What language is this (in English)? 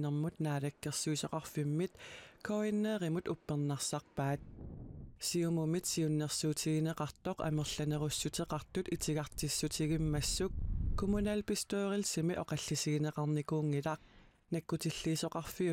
Kalaallisut